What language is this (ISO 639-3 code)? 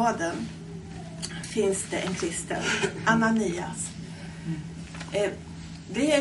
swe